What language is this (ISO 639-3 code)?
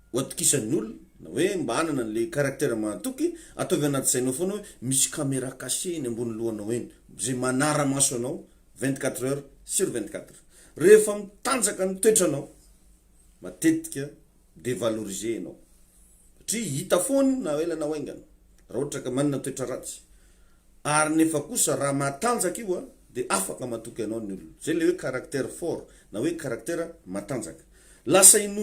mlg